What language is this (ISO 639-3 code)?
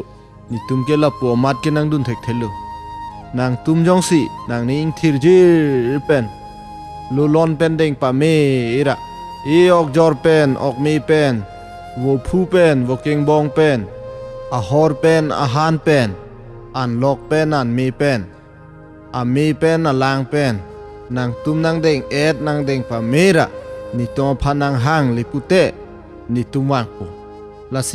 mjw